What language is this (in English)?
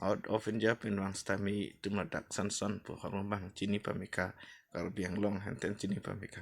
Karbi